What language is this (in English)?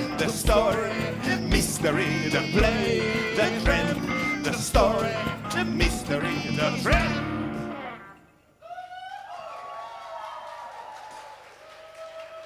Czech